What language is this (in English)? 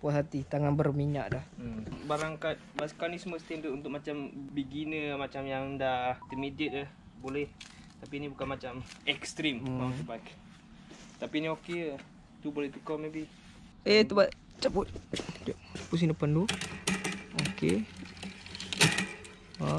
Malay